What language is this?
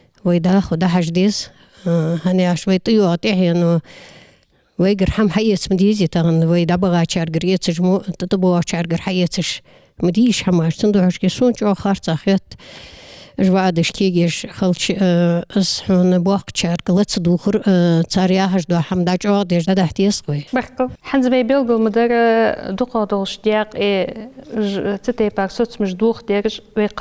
Ingush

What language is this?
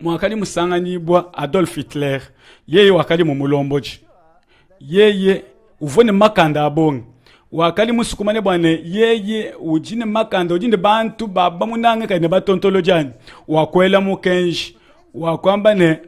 Luba-Lulua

